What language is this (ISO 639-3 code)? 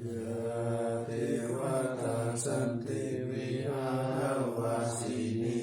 pli